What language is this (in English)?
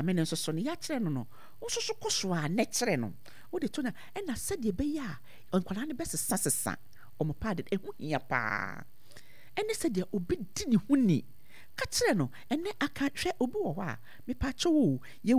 Akan